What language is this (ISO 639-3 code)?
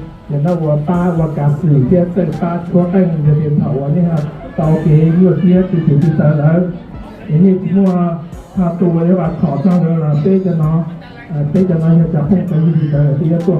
hmn